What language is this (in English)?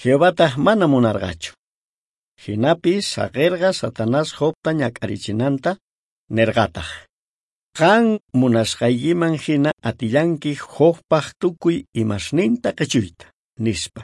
South Bolivian Quechua